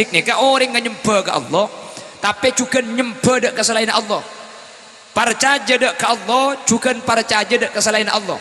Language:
Madurese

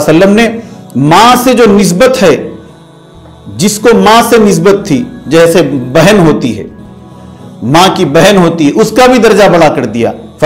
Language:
Urdu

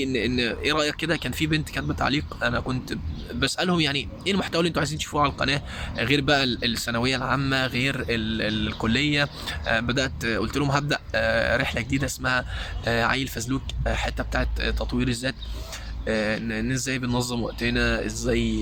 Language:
Egyptian Arabic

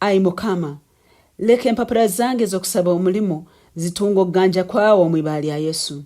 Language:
Nyankole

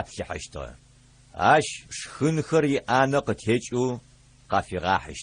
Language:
Adyghe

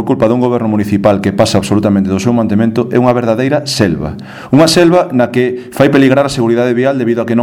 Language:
Galician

